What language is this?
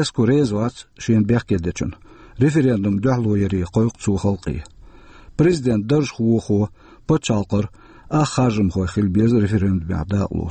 Chechen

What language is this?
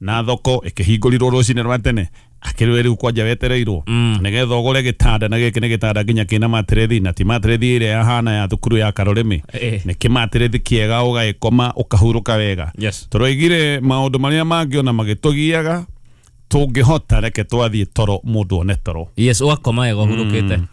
Kikuyu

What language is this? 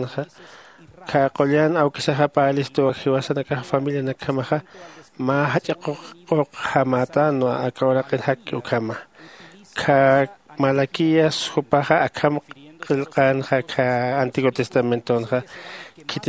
Aymara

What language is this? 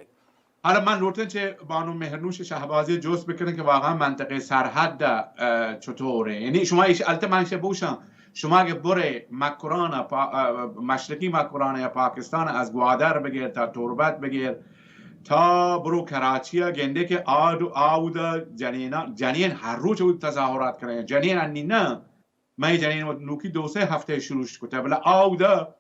Baluchi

